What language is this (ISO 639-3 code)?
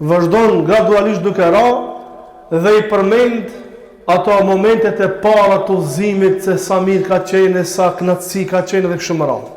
sqi